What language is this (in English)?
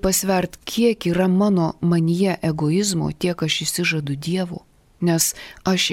Lithuanian